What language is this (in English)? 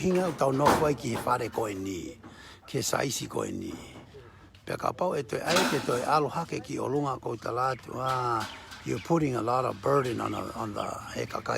Tongan